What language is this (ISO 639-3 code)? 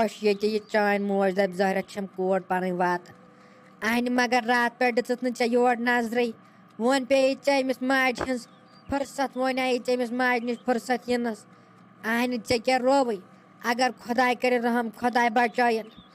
kas